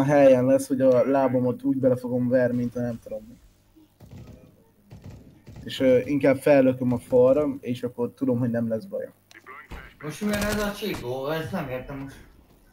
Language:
Hungarian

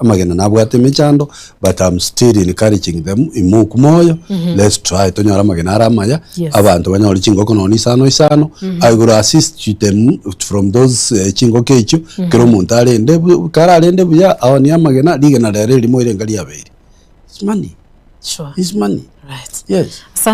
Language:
Gusii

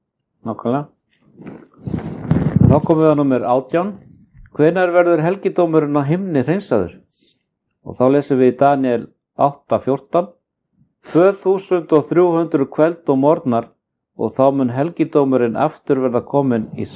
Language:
Icelandic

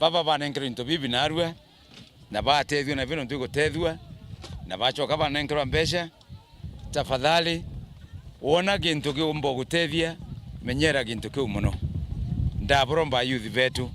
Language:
Meru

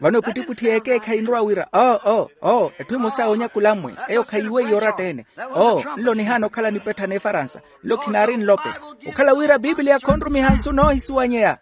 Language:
Makhuwa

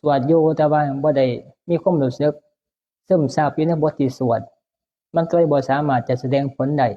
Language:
Northeastern Thai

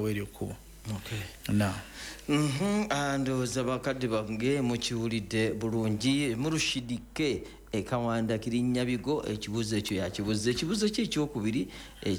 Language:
Ganda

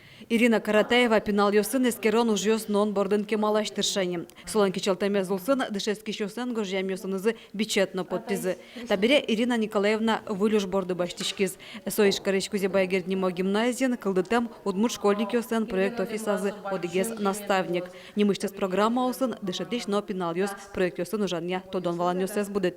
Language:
Udmurt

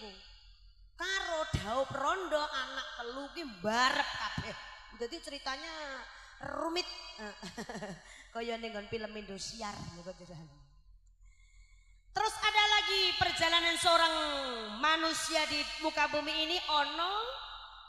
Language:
Javanese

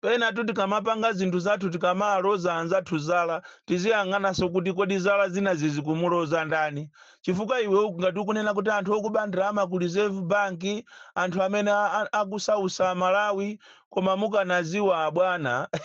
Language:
Nyanja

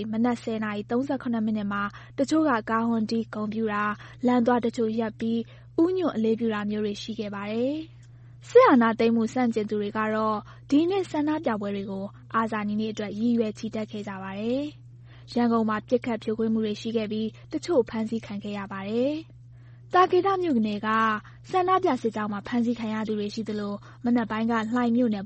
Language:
Burmese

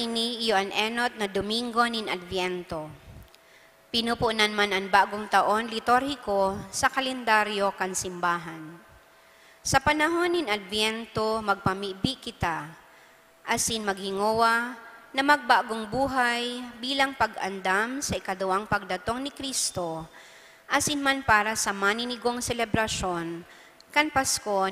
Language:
Bikol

